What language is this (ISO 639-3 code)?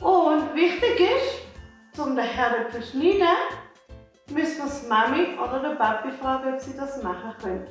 gsw